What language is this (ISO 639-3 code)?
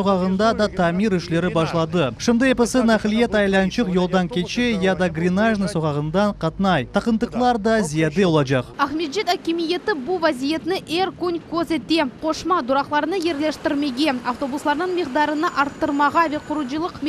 crh